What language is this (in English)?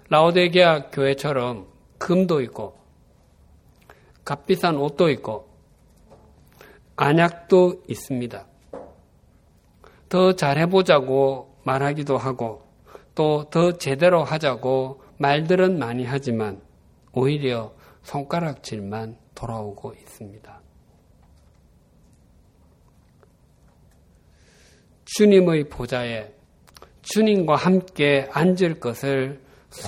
Korean